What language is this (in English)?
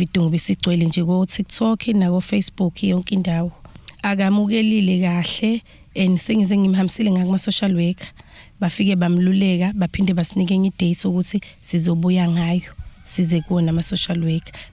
Zulu